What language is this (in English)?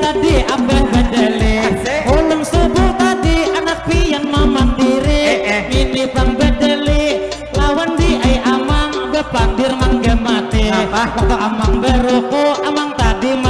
Banjar